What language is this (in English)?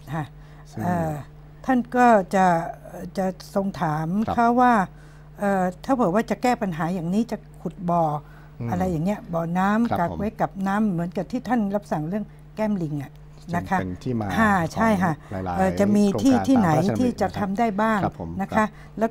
Thai